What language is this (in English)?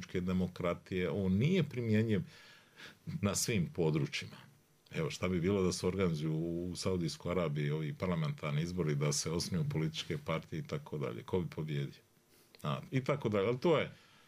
Bosnian